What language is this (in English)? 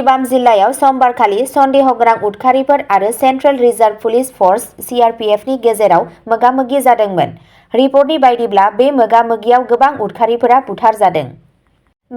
Bodo